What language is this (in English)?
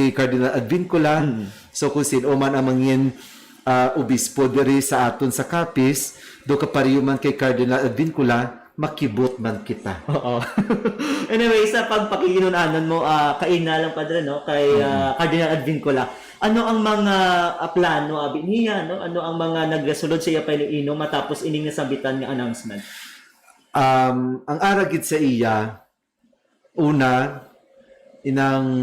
Hiligaynon